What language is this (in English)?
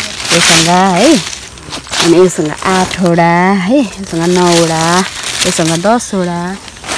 Nepali